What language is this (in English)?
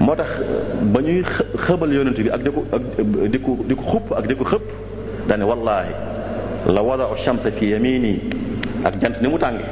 Wolof